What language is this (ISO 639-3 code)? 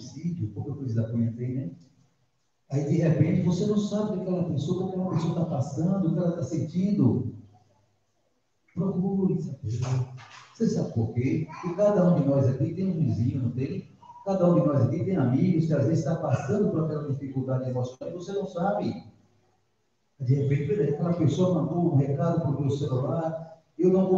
por